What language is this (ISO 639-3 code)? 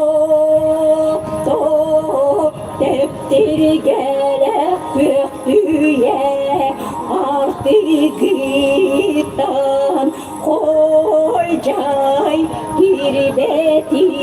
sah